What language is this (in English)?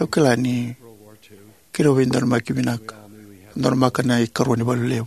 Fijian